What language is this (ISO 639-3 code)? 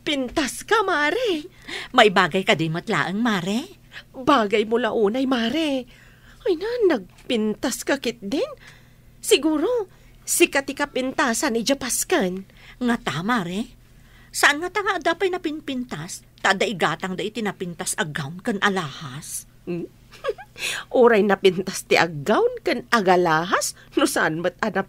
ilo